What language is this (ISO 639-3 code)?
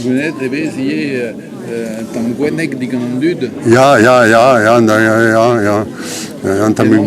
bre